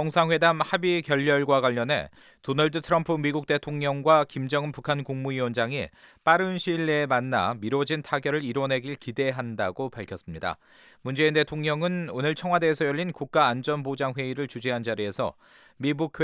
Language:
Korean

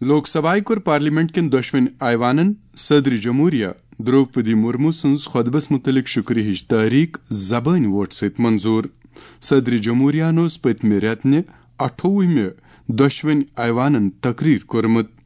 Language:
Kashmiri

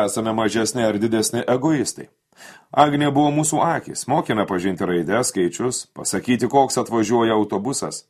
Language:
Lithuanian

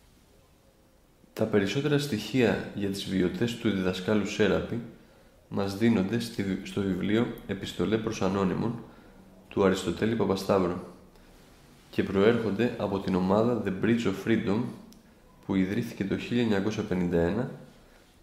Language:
Greek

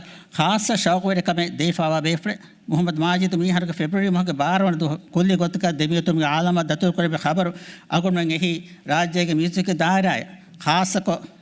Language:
Divehi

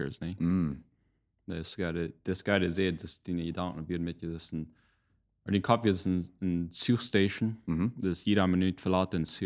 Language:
Plautdietsch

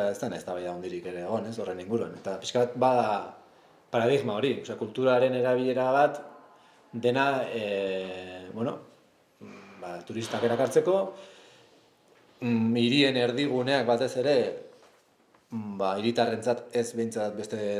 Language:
Basque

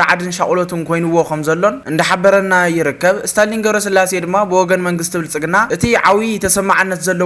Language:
Tigrinya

